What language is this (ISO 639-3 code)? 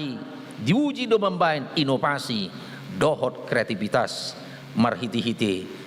bbc